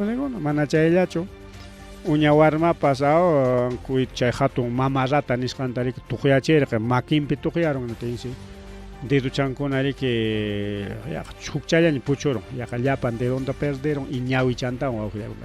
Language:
Ayacucho Quechua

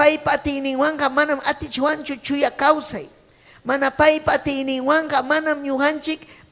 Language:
Ayacucho Quechua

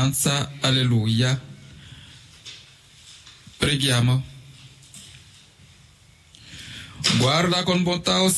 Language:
Italian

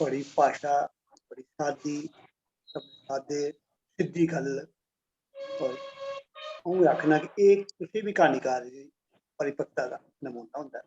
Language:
Dogri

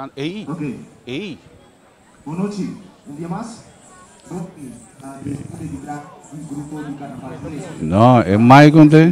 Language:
Papiamento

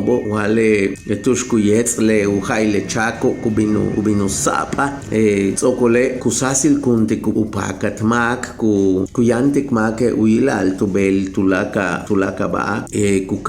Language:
Yucateco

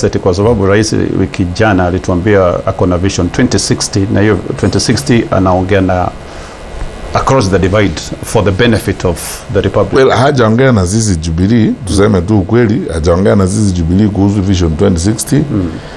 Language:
Kikuyu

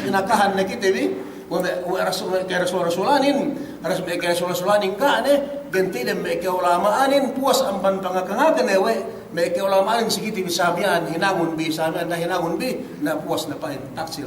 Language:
Yakan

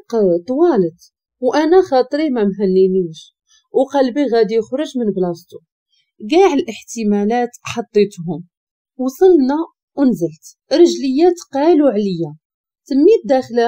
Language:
Moroccan Arabic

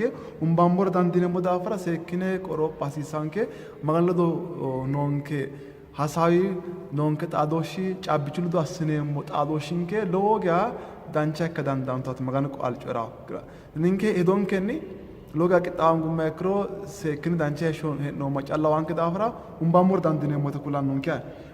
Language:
Sidamo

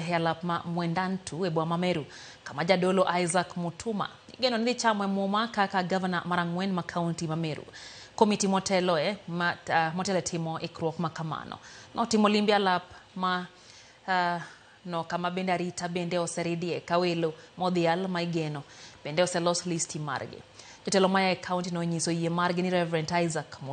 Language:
Luo (Kenya and Tanzania)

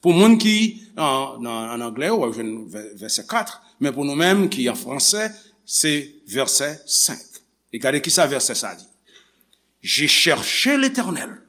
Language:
Haitian Creole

